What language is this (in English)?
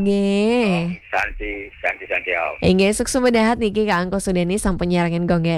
Balinese